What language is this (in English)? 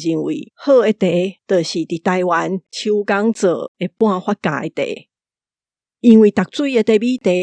Min Nan Chinese